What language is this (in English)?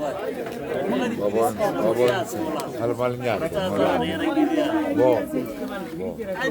Tswana